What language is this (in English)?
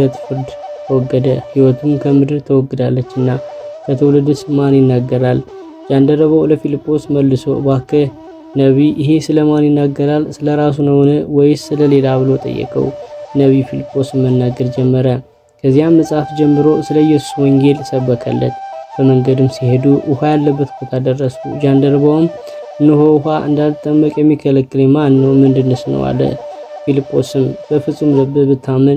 Amharic